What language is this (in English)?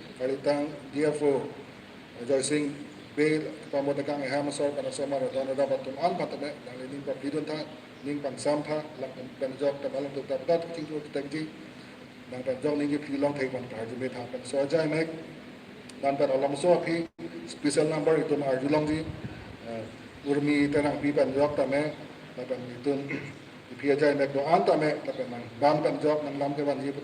Karbi